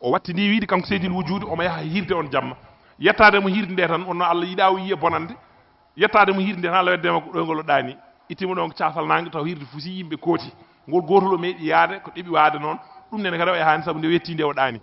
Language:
Fula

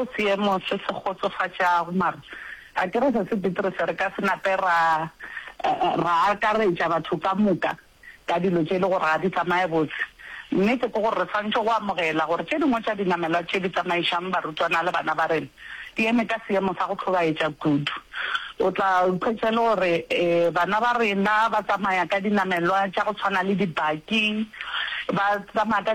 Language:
Northern Sotho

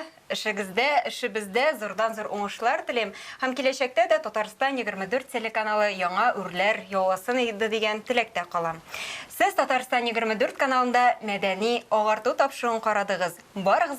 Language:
Tatar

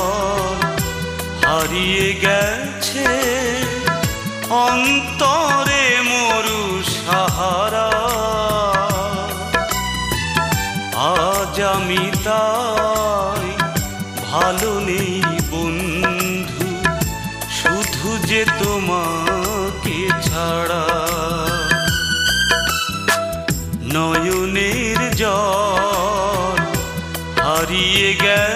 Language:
Bangla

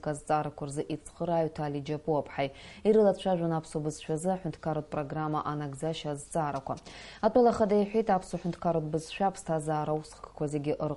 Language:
Abkhazian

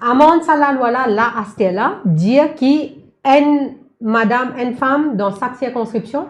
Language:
Morisyen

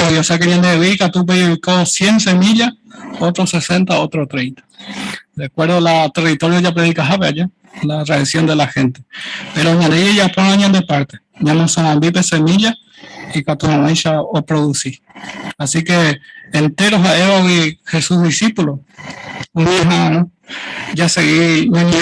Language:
Guarani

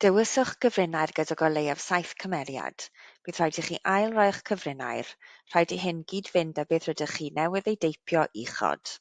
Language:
Welsh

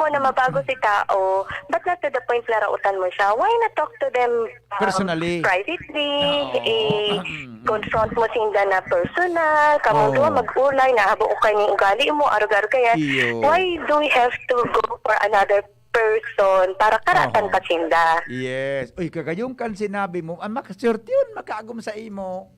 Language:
Bikol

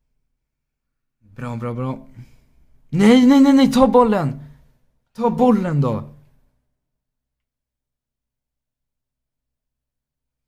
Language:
Swedish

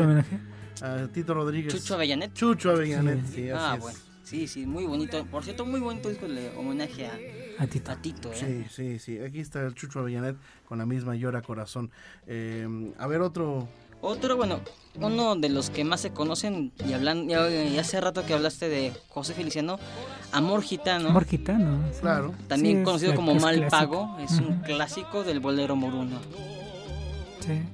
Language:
Spanish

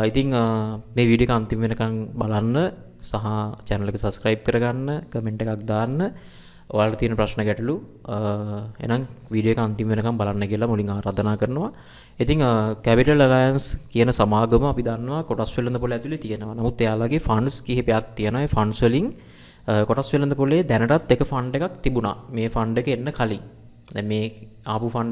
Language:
Sinhala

